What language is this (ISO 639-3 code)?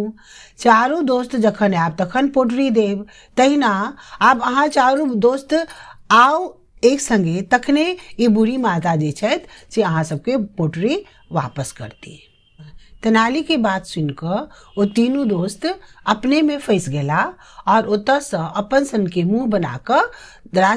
mai